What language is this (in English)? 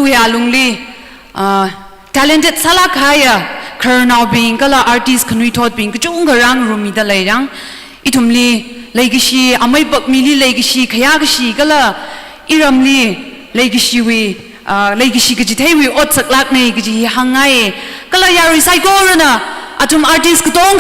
Tangkhul Naga (India)